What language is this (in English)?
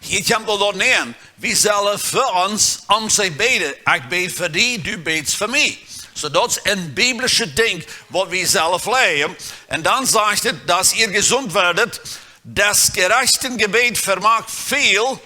Plautdietsch